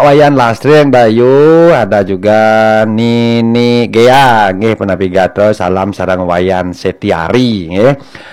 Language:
Balinese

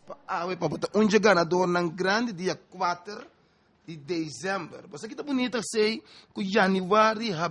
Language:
Papiamento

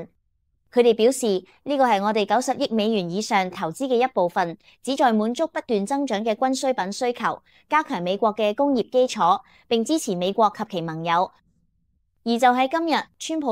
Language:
Cantonese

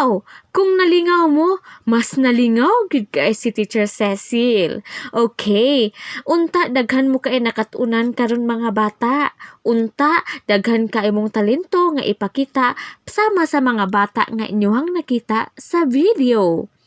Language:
Cebuano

